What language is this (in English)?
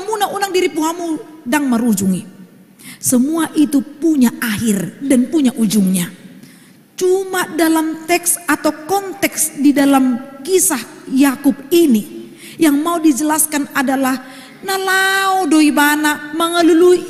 Batak Toba